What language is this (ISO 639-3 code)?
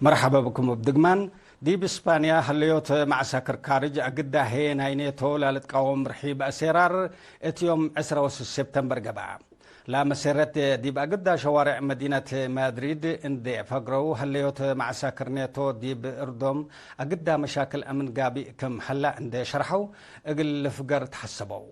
tig